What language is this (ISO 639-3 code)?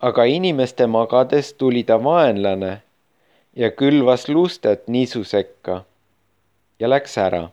est